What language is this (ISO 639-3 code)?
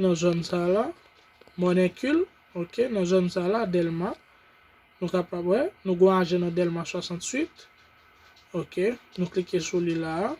hat